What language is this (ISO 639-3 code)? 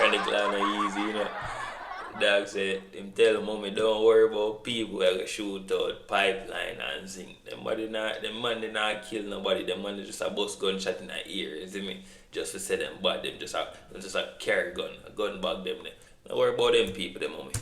jam